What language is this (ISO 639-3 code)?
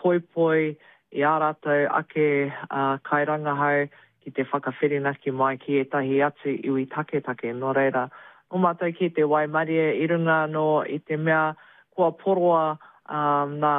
mri